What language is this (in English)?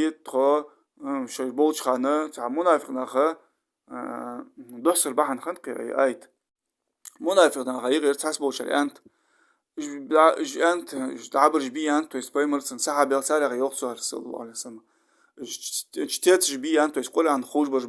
Ingush